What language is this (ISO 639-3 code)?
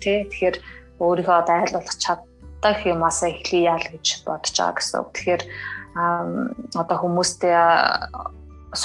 mon